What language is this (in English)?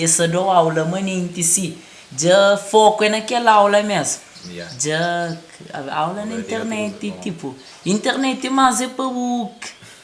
Kabuverdianu